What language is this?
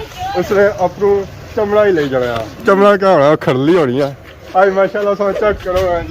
Pahari-Potwari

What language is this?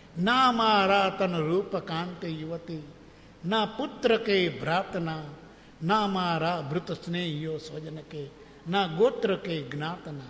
Gujarati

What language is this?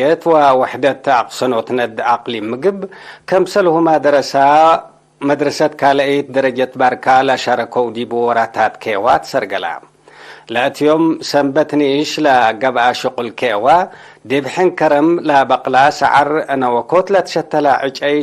Tigre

